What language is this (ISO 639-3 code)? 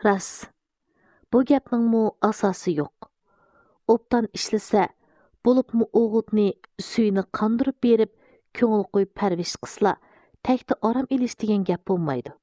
uig